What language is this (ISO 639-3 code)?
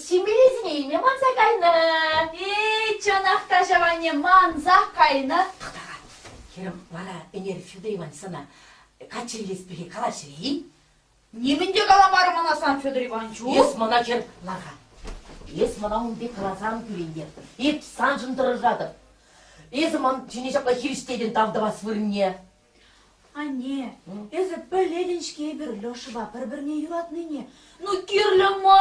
chv